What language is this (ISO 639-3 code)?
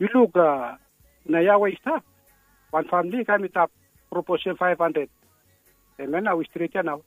bis